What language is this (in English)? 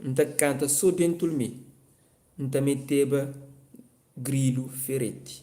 Kabuverdianu